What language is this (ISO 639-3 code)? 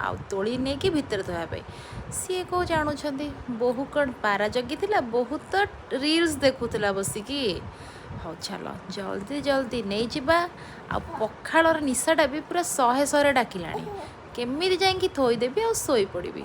ori